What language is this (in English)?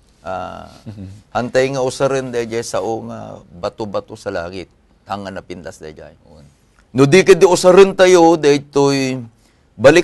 Iloko